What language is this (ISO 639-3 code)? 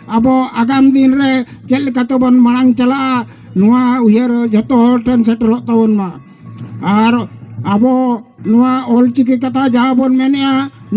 sat